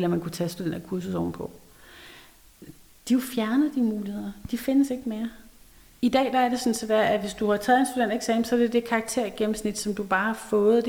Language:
Danish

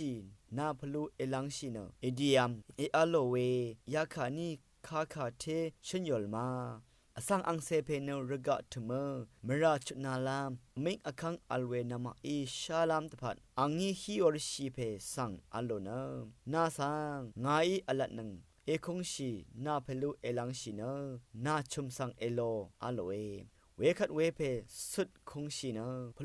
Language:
Rawang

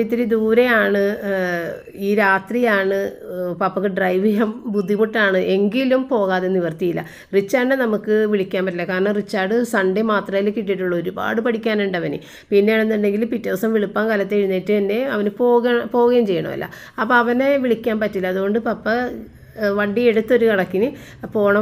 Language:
Malayalam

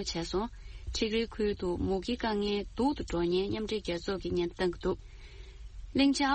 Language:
Tibetan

